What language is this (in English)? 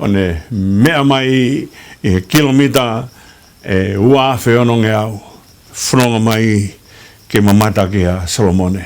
Tongan